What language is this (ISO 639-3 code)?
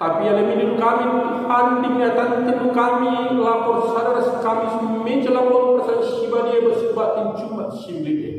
btx